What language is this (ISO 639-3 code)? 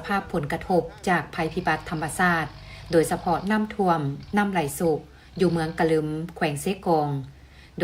lao